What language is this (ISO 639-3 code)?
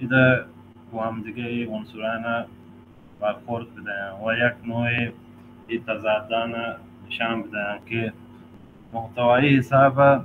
bal